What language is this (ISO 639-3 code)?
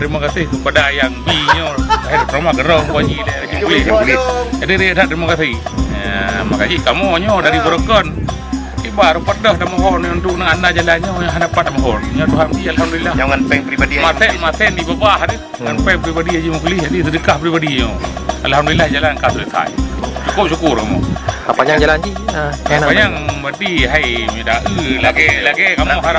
ace